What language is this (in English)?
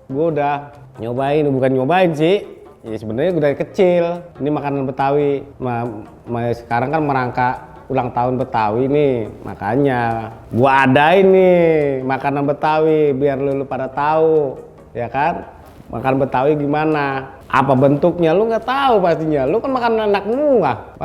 Betawi